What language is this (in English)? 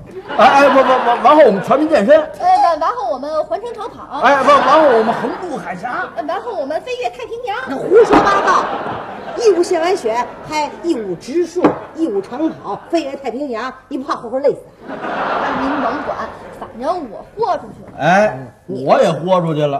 Chinese